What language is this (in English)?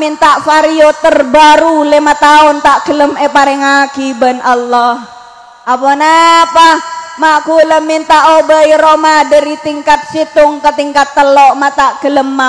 Madurese